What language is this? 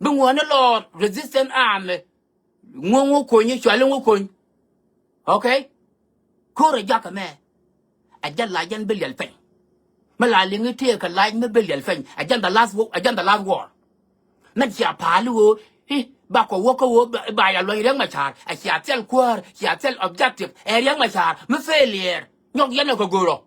Nuer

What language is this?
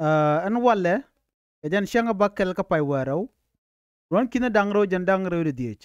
Nuer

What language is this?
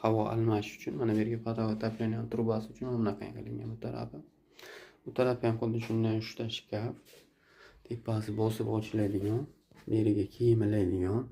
Uzbek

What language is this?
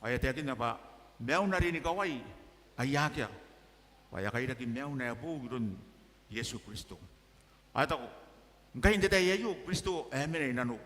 Gilbertese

